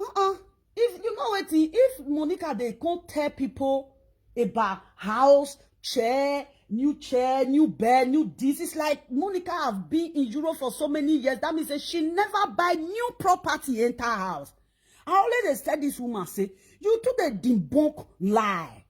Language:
Nigerian Pidgin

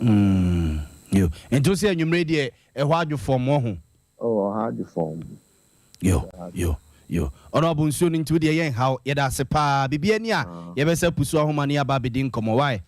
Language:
Akan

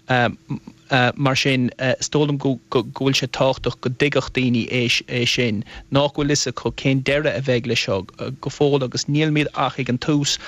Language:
Irish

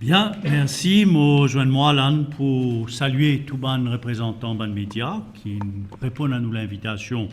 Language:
Morisyen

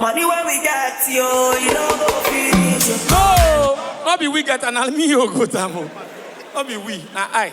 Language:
Nigerian Pidgin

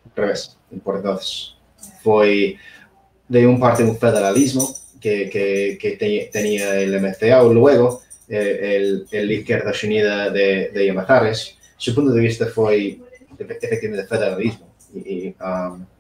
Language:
Asturian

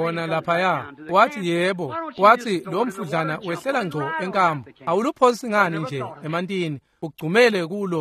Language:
Swati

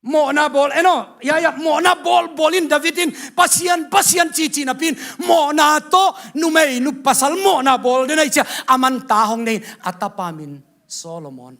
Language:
Tedim Chin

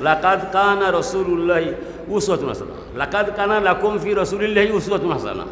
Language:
Sylheti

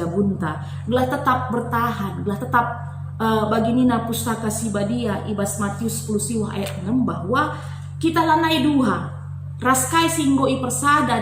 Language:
Batak Karo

